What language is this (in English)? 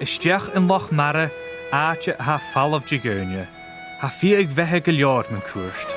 Scottish Gaelic